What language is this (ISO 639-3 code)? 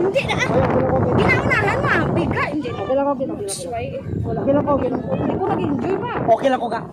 hil